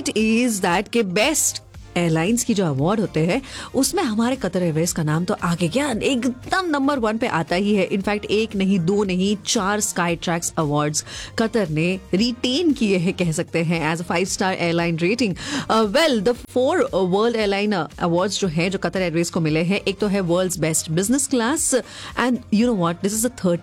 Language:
Hindi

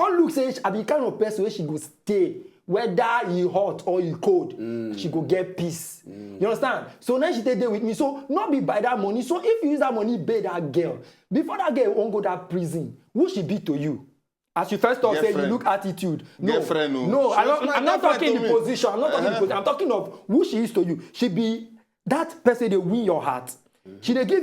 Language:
Nigerian Pidgin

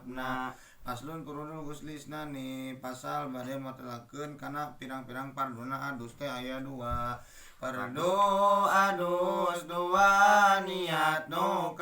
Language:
Sundanese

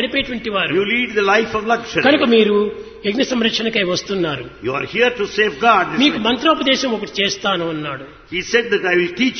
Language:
Telugu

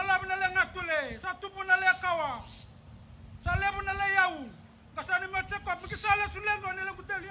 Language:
Fijian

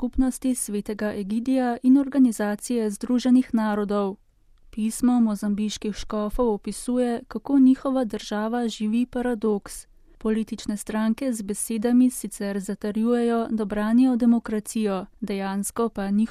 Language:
Slovenian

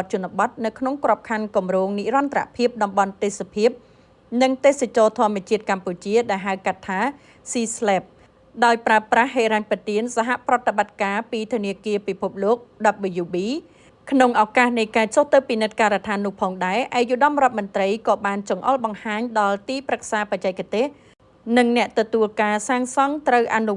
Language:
Khmer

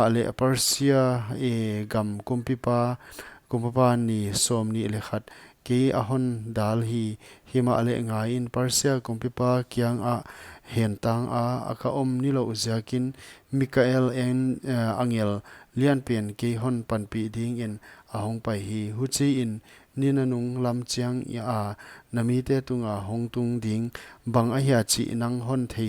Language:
Paite Chin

